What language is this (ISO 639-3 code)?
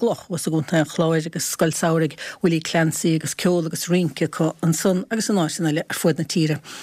gle